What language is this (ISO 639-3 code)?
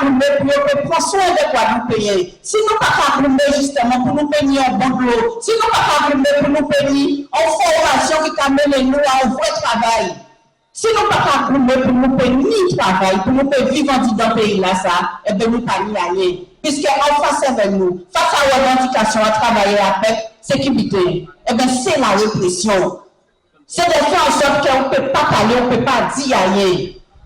gcf